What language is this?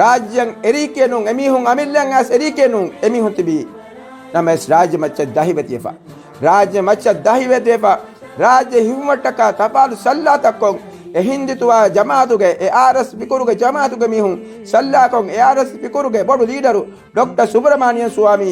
Divehi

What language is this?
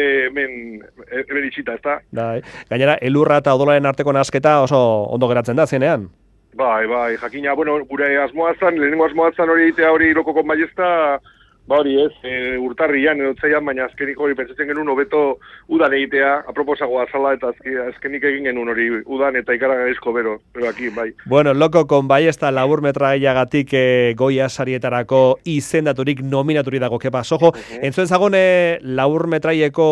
Basque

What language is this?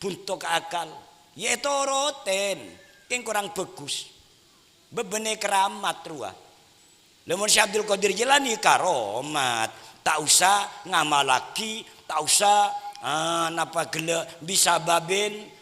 Madurese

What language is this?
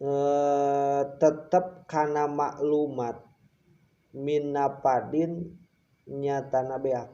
Sundanese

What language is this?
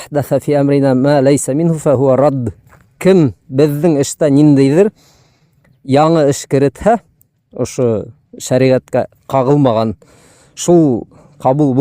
Bashkir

